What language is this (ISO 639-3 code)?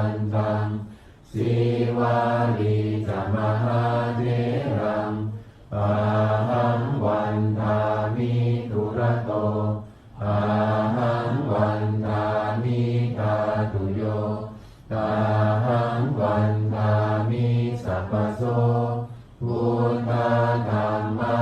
pli